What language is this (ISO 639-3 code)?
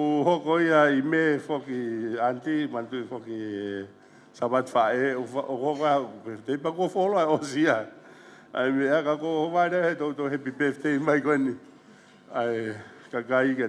ton